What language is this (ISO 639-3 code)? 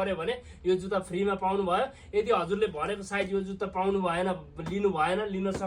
nep